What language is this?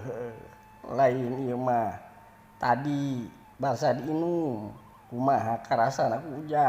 Sundanese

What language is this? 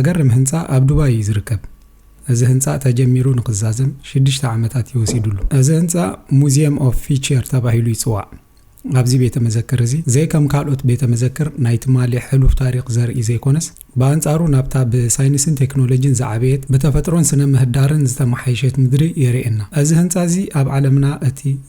Tigrinya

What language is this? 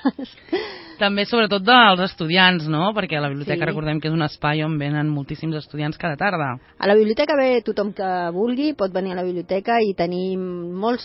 Catalan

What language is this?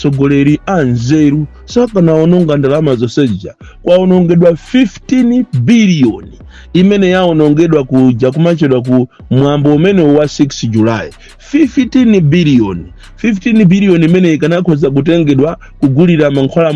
Nyanja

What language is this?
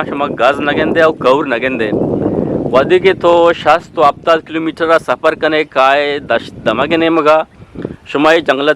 Eastern Balochi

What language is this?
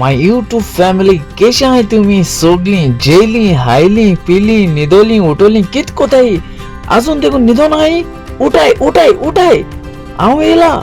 Konkani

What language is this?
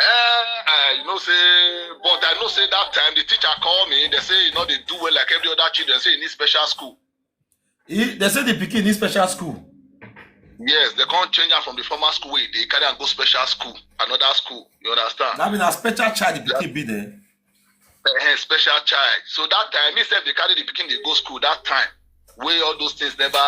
Nigerian Pidgin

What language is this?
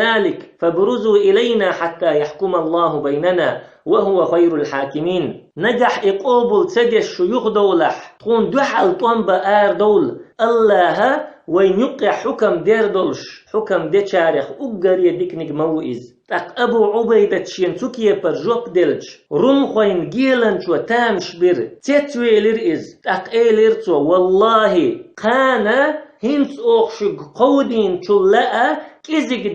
Chechen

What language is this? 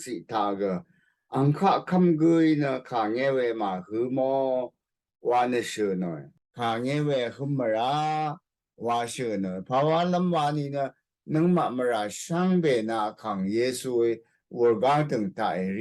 Rawang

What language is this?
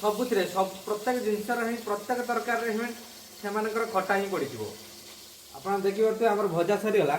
Odia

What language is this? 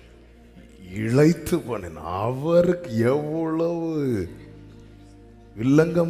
Tamil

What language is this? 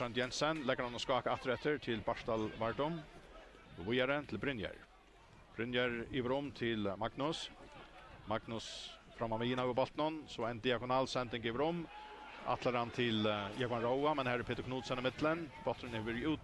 Faroese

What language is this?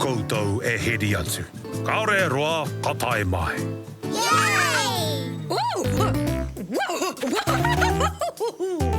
Māori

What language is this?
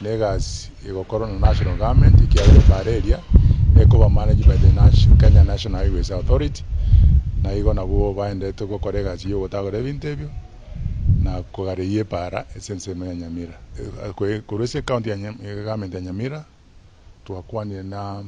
Gusii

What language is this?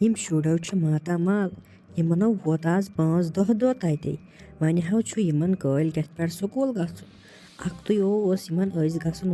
Kashmiri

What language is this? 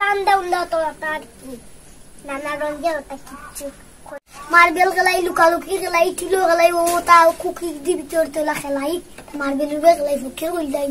Sylheti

